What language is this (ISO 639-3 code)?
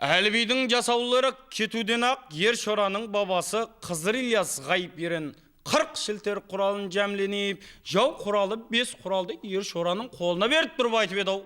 kaa